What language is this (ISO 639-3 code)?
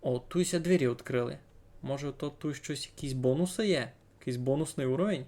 rue